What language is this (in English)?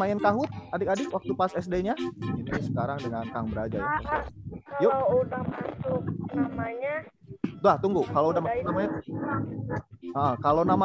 Indonesian